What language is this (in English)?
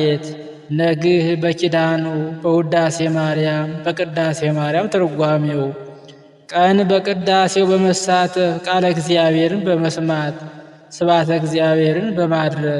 Amharic